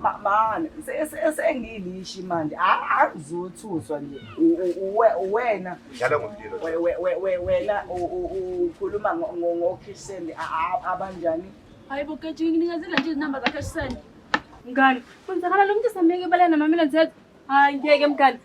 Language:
Zulu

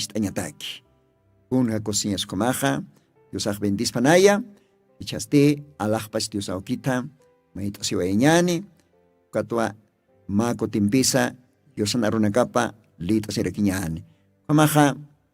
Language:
Aymara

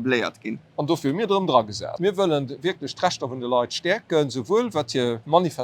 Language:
Luxembourgish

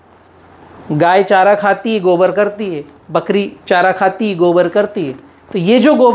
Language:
Hindi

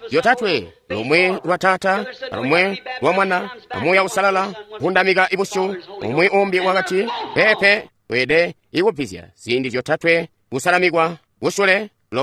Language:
Tonga (Zambia)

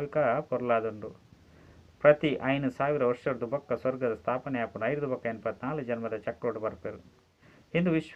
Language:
Tulu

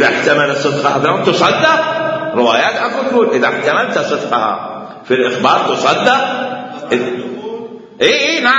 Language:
Mesopotamian Arabic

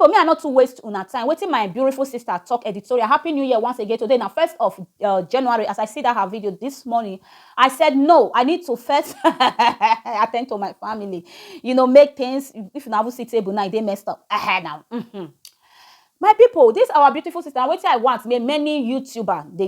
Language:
Nigerian Pidgin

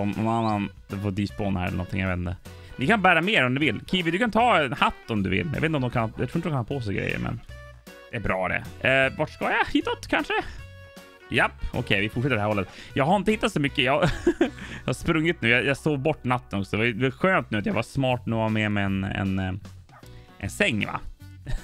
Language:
Swedish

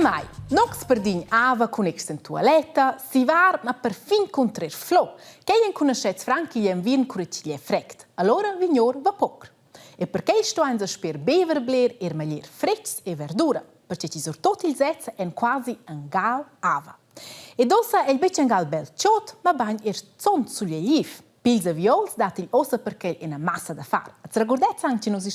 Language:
Romansh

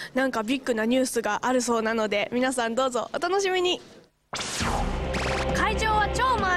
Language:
Japanese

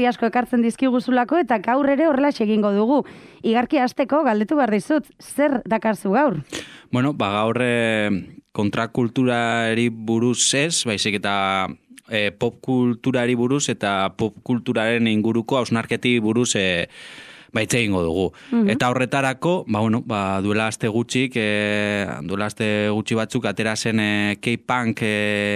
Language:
Basque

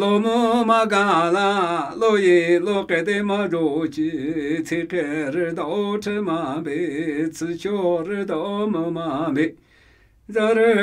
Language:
Namuyi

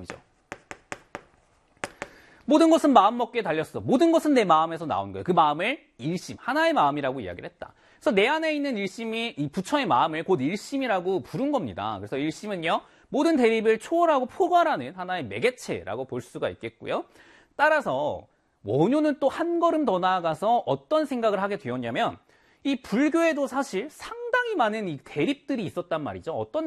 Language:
Korean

